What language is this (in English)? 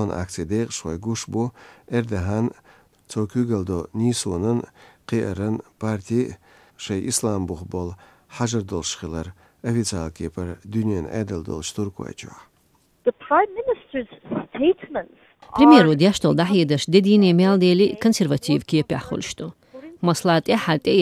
Chechen